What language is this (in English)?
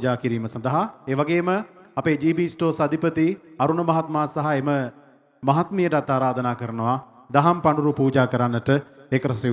Sinhala